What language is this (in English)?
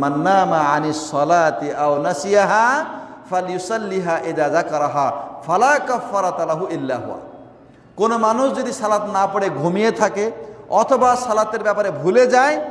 Bangla